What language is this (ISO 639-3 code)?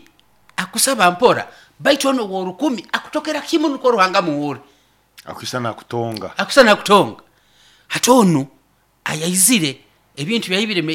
nyo